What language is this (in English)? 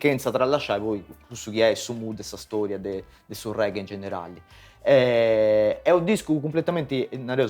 Sardinian